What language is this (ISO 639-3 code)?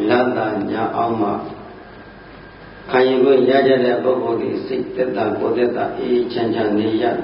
mya